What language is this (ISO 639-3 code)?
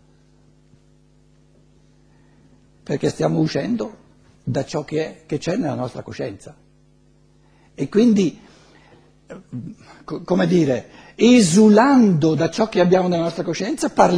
ita